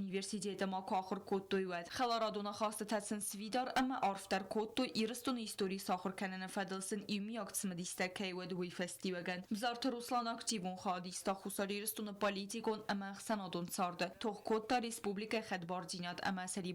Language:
Ossetic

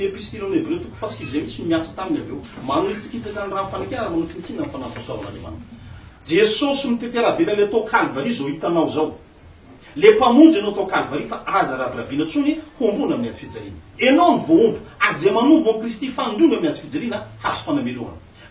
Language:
Malagasy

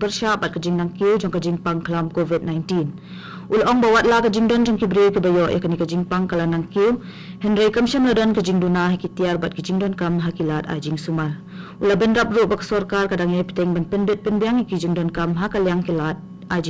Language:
Khasi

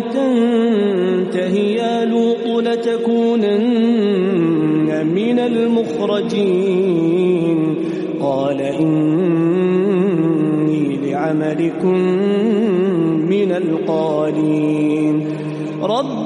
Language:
Arabic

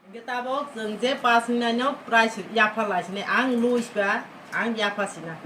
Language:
Kok Borok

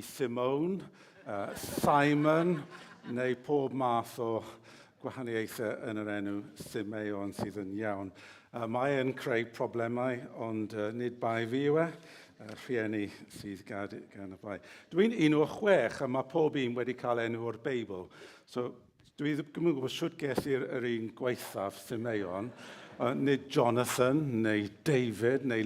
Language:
Welsh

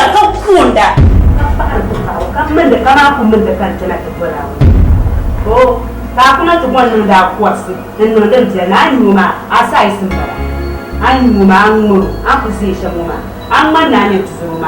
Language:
Dagbani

